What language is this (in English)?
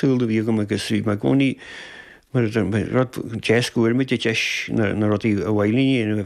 Irish